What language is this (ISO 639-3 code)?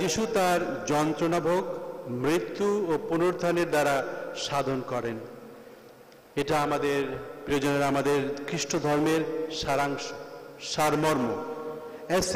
ben